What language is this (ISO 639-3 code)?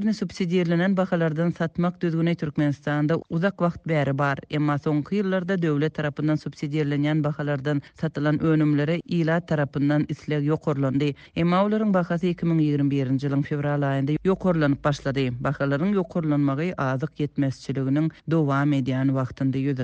tuk